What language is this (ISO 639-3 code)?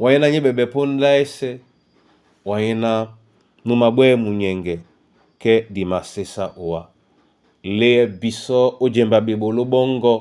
dua